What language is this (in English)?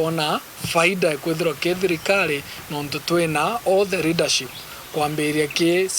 Meru